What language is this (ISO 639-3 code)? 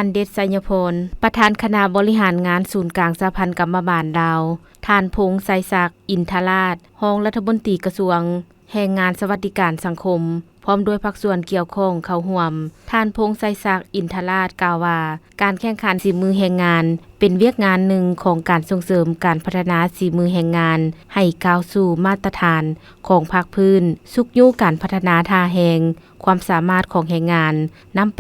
lao